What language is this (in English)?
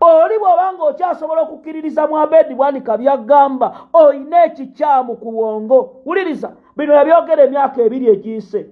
Ganda